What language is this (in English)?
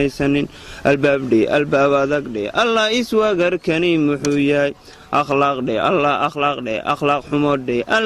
Somali